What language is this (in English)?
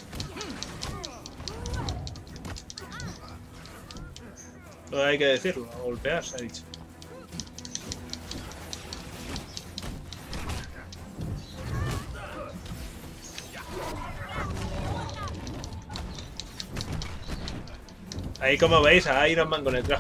Spanish